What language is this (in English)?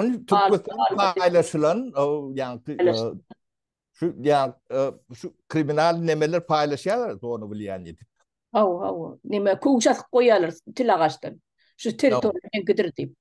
Turkmen